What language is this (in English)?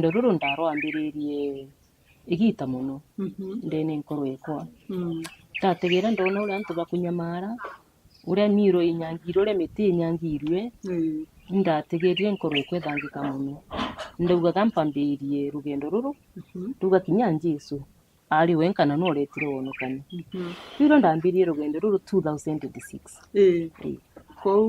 Meru